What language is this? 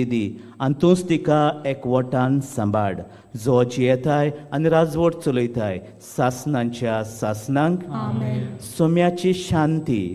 Konkani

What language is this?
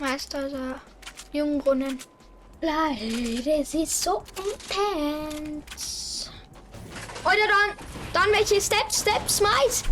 Bavarian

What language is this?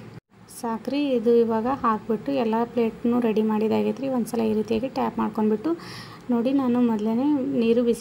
Kannada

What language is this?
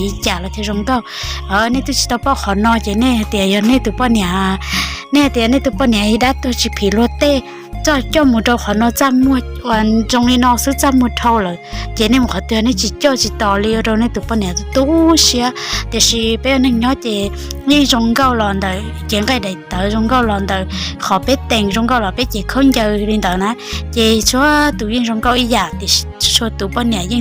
Hmong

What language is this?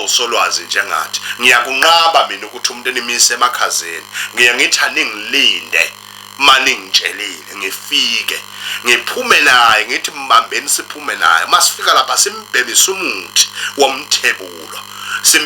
Zulu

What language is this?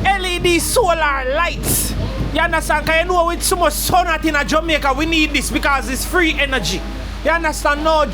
Jamaican Creole English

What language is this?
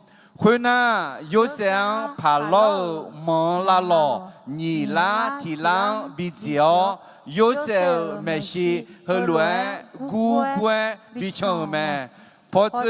Akha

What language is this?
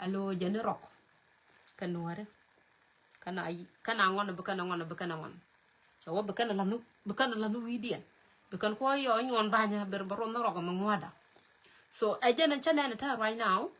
Nuer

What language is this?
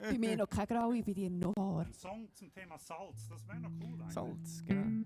Swiss German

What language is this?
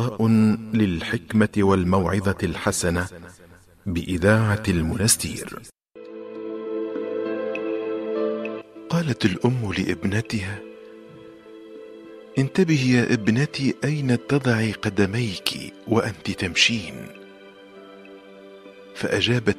Tunisian Arabic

